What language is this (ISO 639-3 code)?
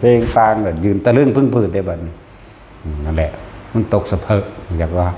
tts